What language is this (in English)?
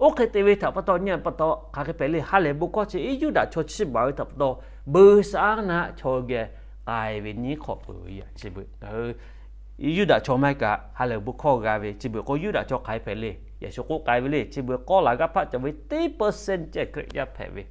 Lahu